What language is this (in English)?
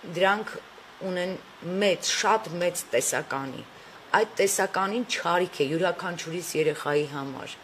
Armenian